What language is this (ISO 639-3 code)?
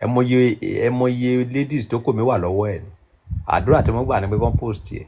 yor